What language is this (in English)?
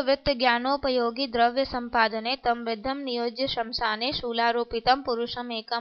Sanskrit